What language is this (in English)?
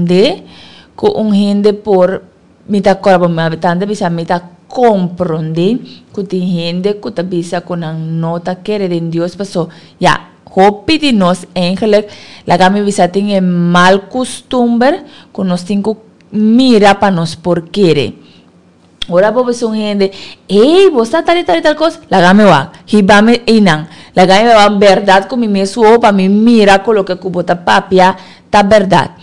Papiamento